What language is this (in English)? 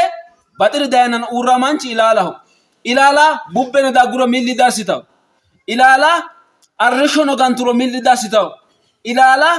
Sidamo